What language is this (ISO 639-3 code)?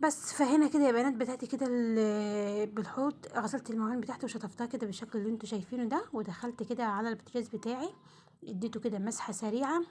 arz